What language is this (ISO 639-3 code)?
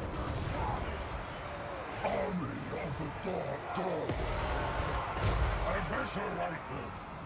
por